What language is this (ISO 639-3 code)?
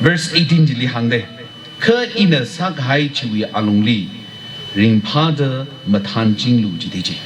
nmf